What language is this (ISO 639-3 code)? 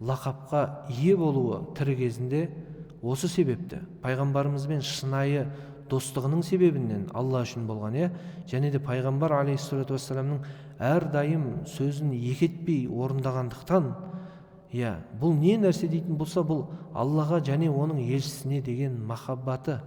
kaz